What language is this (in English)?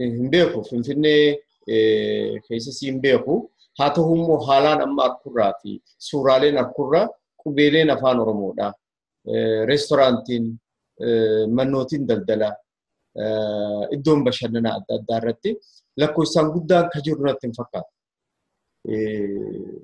Oromo